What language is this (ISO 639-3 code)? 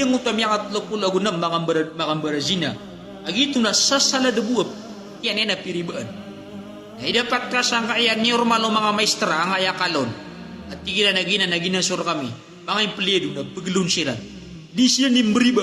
mrw